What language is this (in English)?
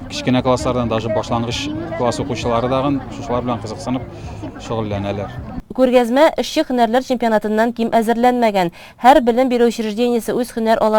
Tatar